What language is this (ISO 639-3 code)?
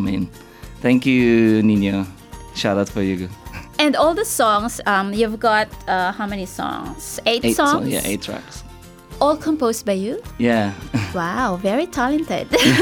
fil